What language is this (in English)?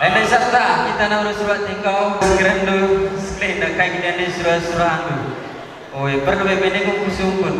Batak Karo